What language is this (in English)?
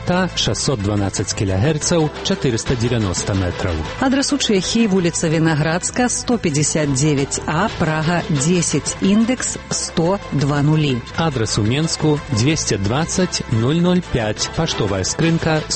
Belarusian